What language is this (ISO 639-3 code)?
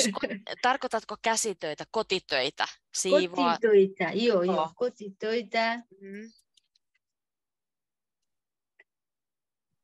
fin